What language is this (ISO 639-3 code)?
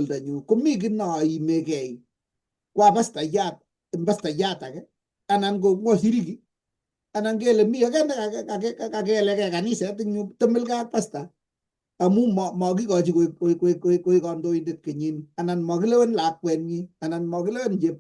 kln